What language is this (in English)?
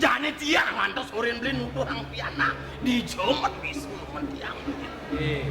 Balinese